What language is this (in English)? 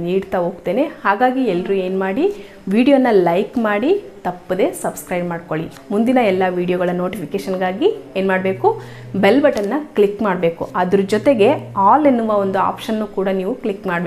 Kannada